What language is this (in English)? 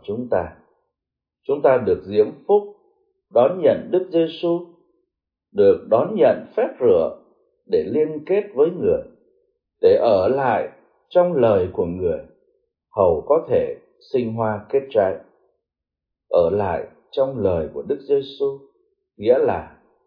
Vietnamese